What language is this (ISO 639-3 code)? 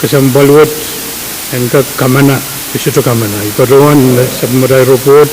pon